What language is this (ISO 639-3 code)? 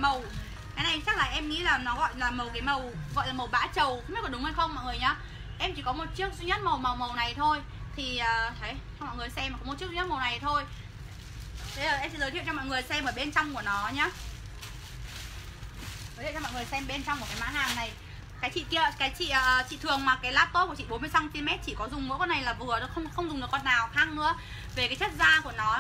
vie